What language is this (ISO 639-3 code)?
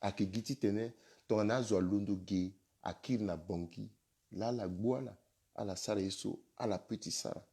sag